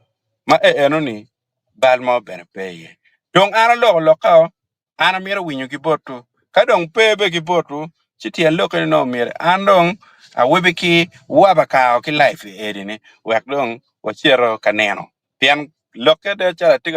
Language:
Acoli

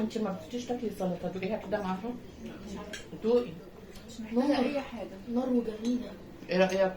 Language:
Egyptian Arabic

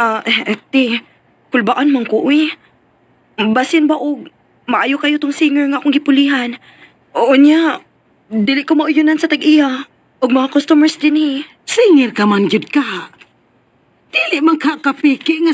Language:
Cebuano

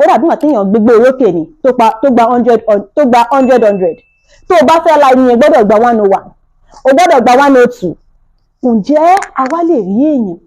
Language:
Yoruba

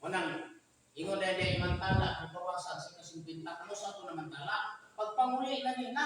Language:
Cebuano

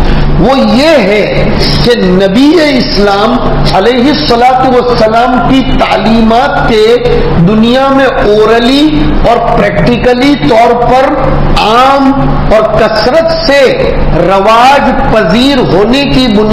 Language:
Urdu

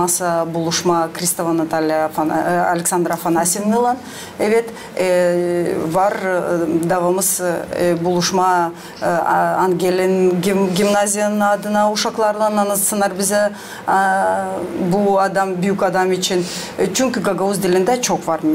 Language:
Gagauz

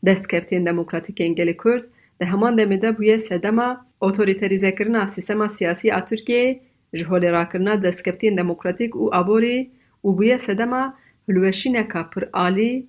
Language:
Kurdish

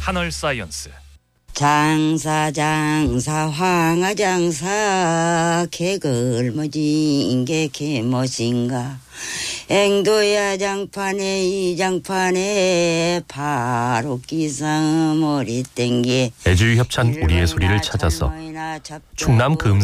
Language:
Korean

